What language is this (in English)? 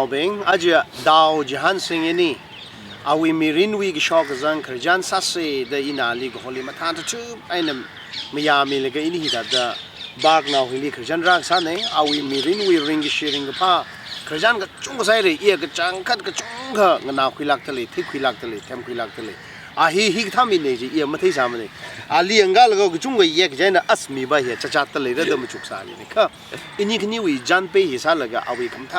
Tangkhul Naga (India)